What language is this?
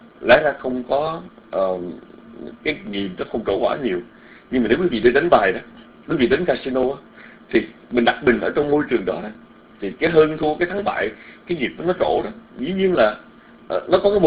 Vietnamese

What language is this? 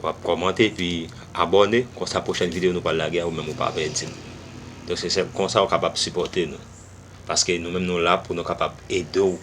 Haitian Creole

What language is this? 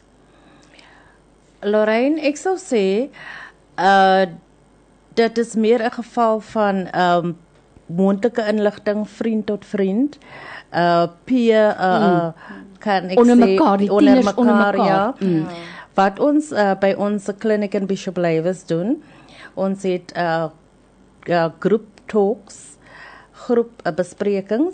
Afrikaans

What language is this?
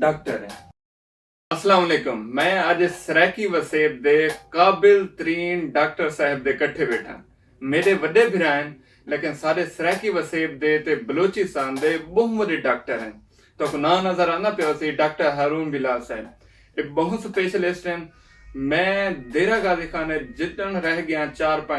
Saraiki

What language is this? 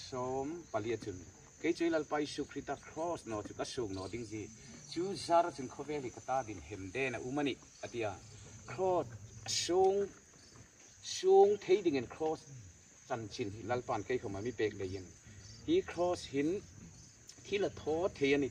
Hmar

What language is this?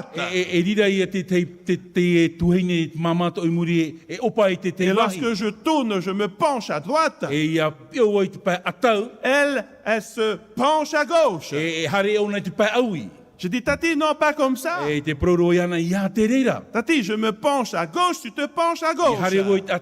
Tahitian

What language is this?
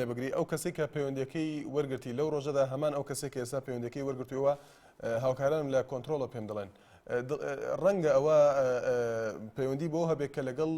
Central Kurdish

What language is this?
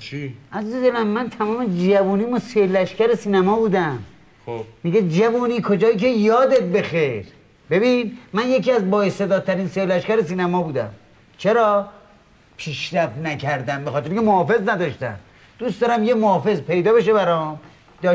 Persian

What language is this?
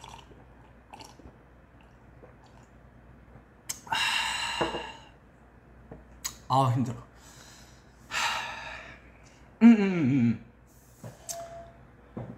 Korean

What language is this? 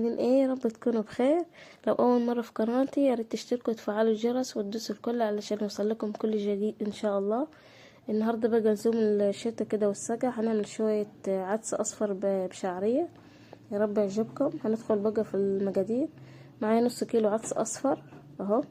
Egyptian Arabic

